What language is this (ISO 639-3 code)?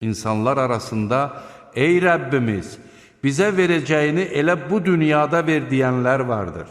aze